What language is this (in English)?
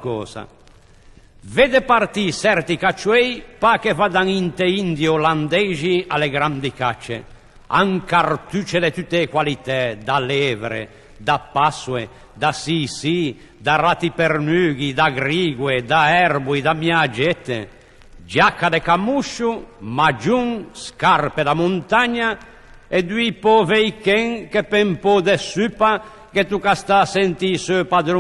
Ligurian